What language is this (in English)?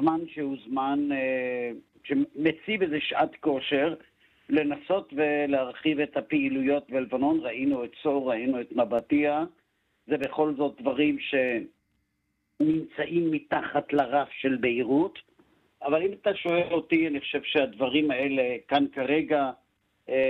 Hebrew